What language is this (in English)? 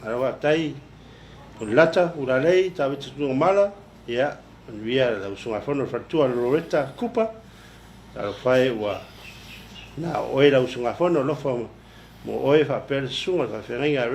Samoan